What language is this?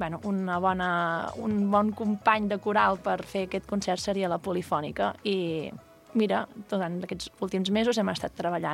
Catalan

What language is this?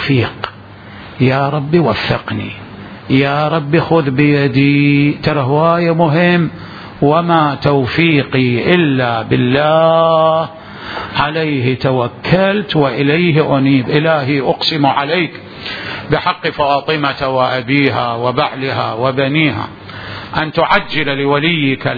Mesopotamian Arabic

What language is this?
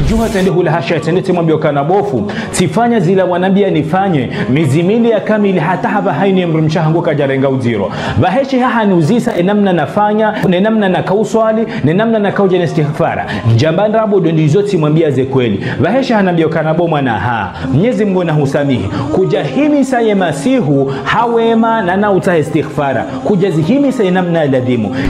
Ngazidja Comorian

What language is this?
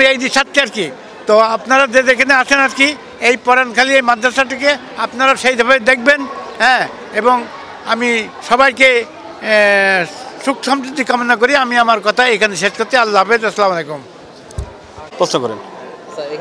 Bangla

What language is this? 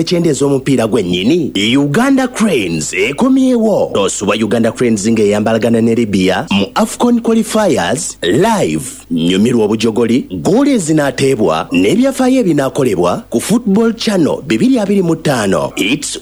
Ganda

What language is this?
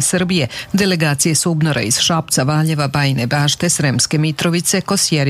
Serbian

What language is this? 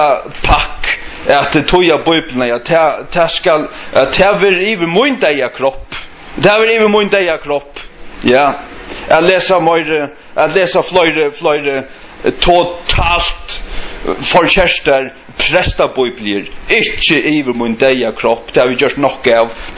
Faroese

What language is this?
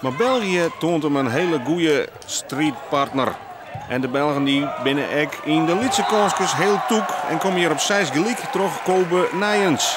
Western Frisian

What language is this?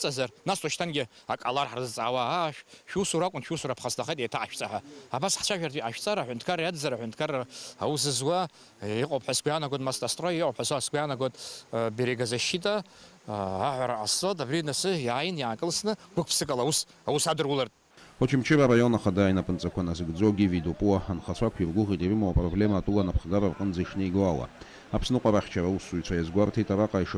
Abkhazian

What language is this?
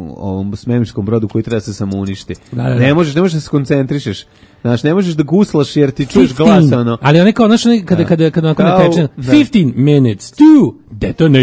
Serbian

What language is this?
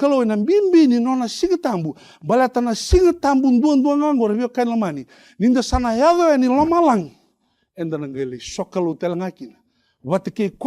Fijian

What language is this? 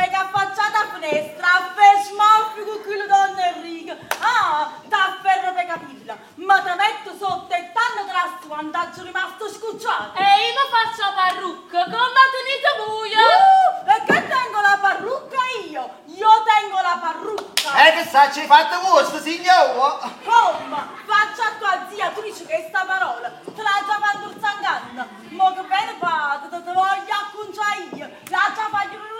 Neapolitan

